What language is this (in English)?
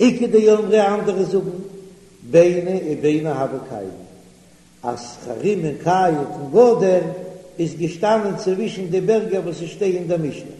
Yiddish